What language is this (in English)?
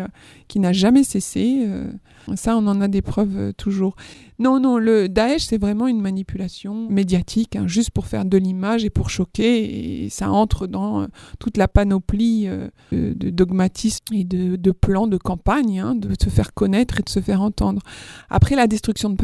French